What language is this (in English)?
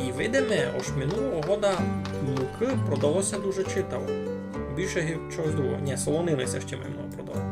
Rusyn